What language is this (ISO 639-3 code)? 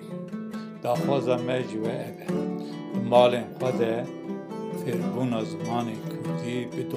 kur